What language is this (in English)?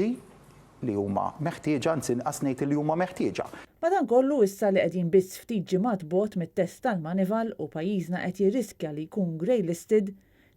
Maltese